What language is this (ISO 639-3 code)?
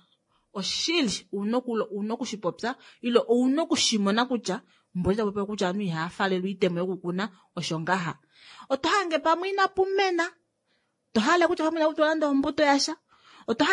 kua